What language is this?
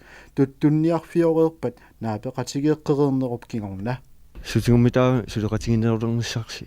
Kalaallisut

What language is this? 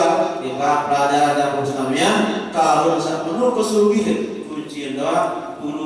Sasak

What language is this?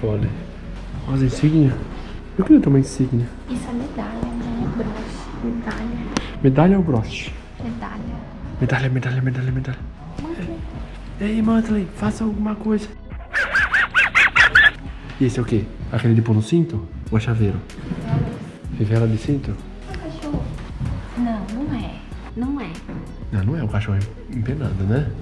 Portuguese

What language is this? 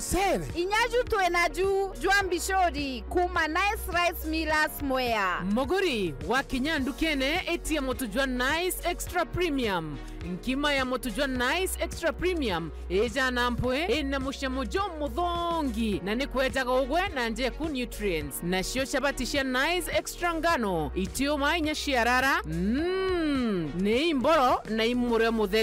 Meru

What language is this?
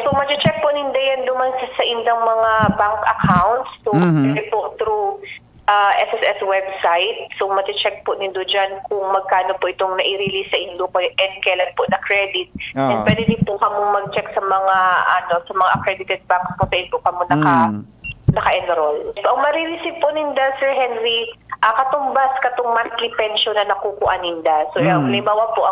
Bikol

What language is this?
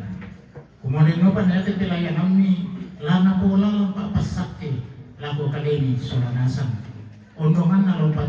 Toraja-Sa'dan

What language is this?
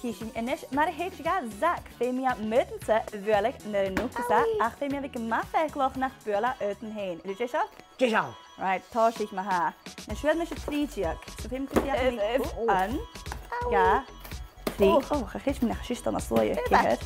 Scottish Gaelic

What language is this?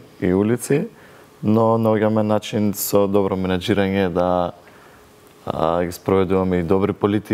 Macedonian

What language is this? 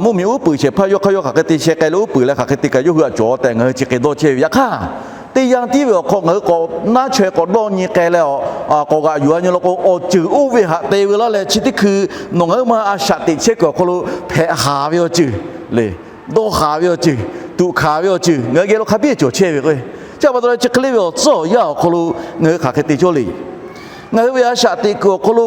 Lahu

